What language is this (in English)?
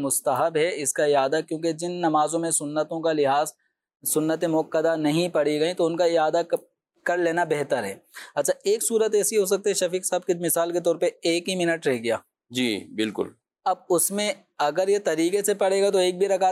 Urdu